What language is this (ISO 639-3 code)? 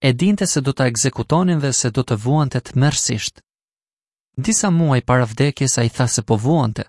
sqi